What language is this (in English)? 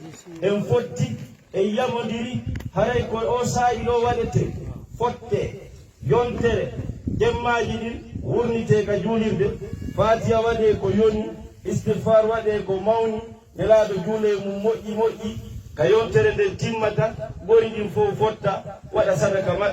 Fula